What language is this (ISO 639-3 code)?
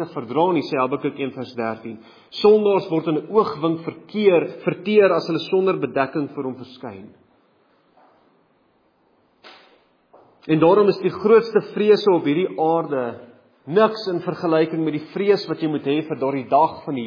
afr